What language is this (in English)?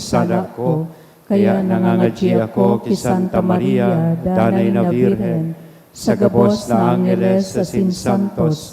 Bikol